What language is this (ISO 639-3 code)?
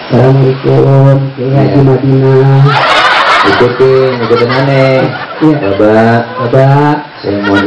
bew